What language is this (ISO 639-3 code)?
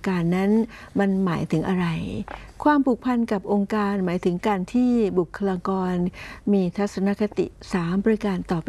tha